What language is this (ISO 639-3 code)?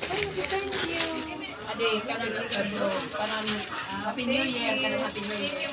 war